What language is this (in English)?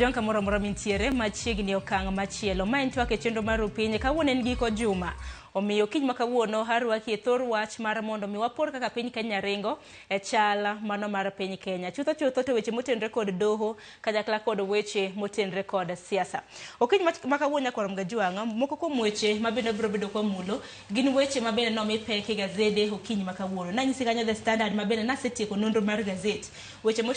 Luo (Kenya and Tanzania)